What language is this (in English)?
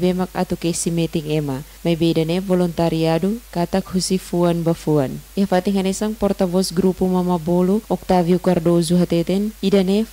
Tetum